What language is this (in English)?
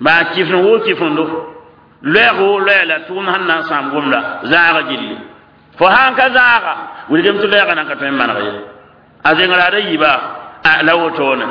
Mossi